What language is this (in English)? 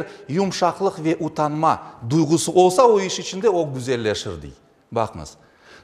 Crimean Tatar